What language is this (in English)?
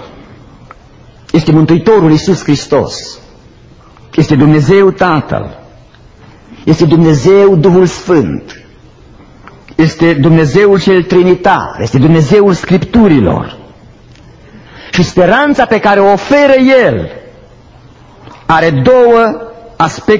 Romanian